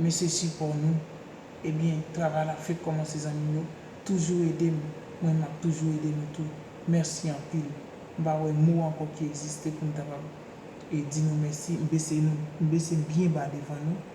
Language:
Haitian Creole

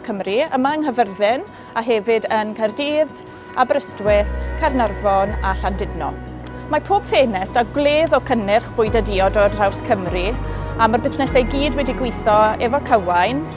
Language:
Welsh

